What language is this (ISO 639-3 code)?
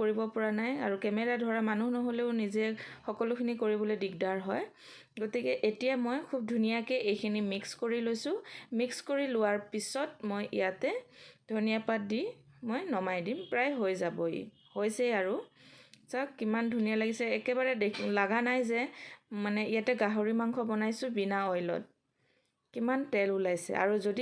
asm